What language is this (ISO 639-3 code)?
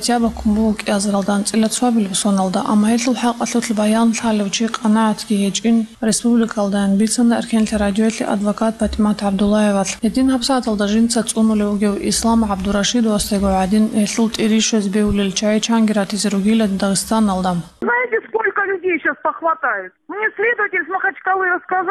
ava